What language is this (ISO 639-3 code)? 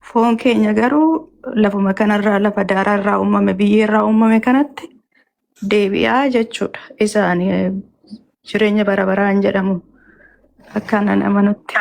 orm